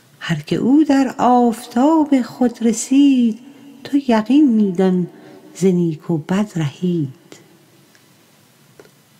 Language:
Persian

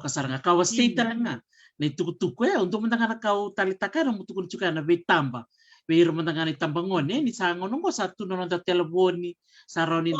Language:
Fijian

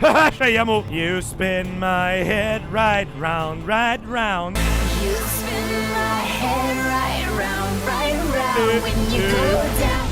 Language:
Bavarian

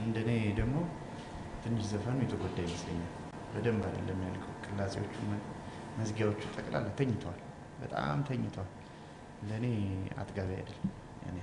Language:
Amharic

